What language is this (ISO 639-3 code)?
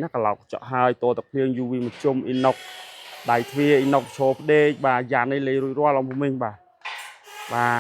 khm